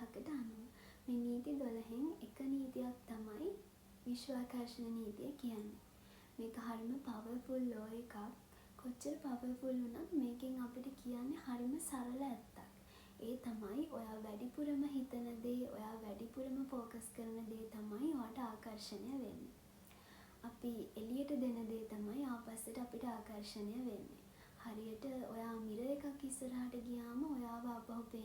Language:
Sinhala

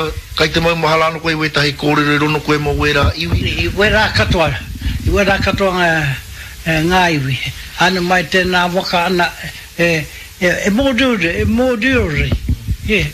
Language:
Māori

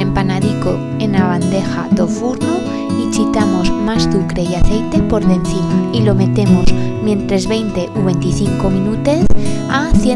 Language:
Aragonese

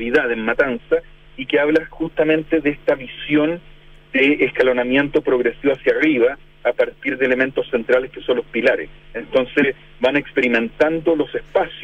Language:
Spanish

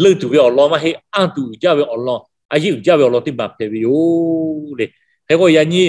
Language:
Lahu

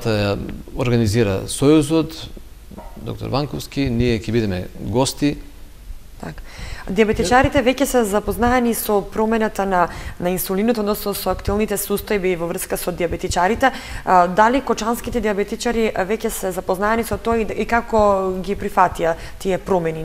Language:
Macedonian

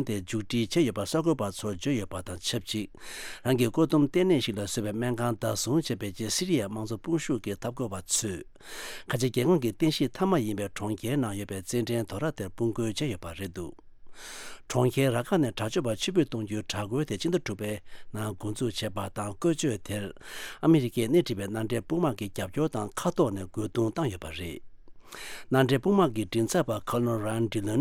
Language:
Tibetan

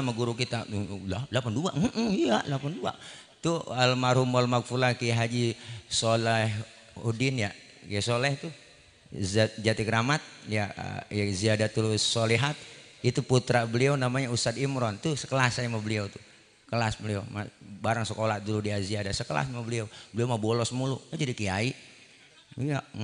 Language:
Betawi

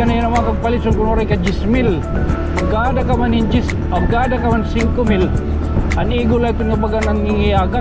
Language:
Waray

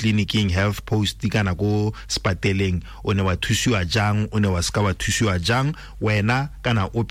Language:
Tswana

